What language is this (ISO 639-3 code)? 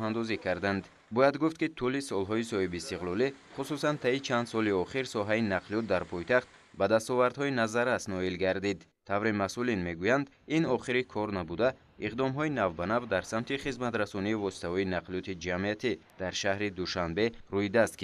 tgk